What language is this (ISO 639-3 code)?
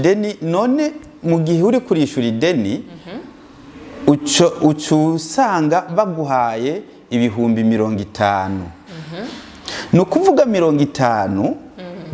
run